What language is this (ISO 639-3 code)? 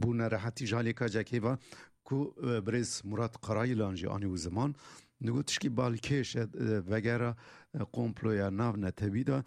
kur